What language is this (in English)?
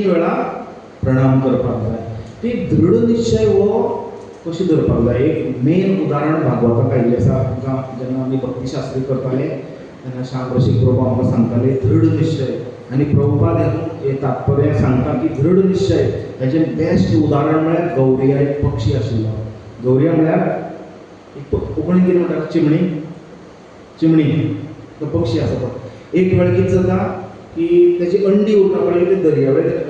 Konkani